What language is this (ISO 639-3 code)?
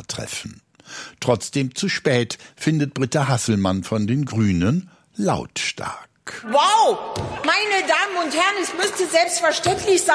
deu